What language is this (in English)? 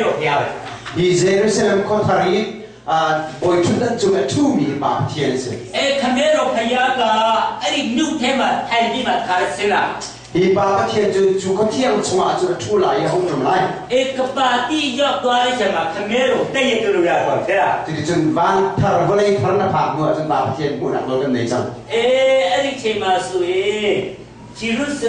Hakha Chin